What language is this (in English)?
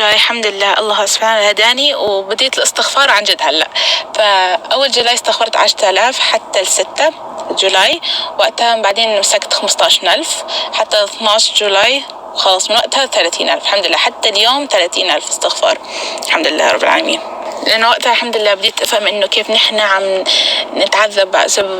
North Levantine Arabic